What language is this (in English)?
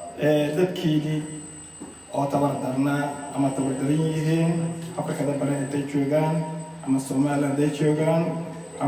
Somali